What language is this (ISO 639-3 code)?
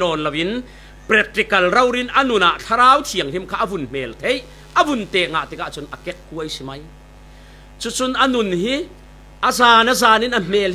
cfm